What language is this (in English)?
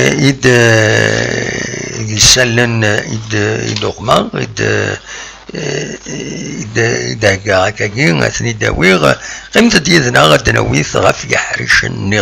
Kabyle